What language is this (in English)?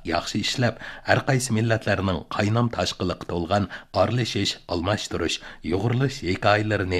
Uyghur